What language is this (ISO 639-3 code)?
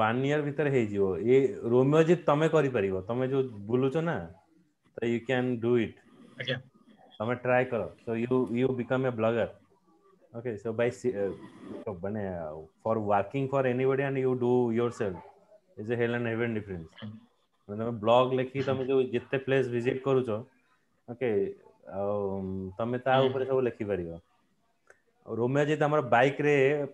ori